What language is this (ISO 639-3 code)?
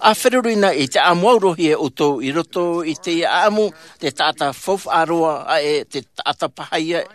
tah